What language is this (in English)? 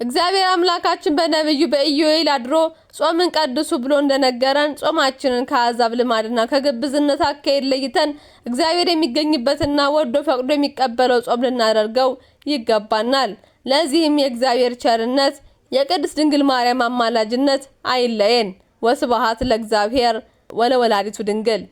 Amharic